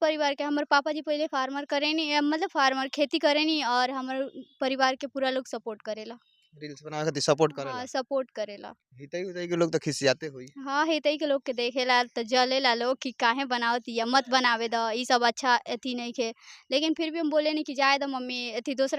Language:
Bhojpuri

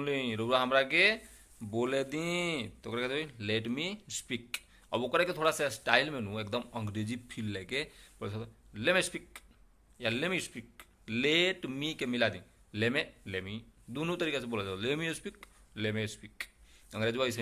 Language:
Bhojpuri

